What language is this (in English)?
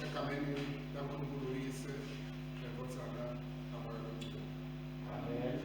Swati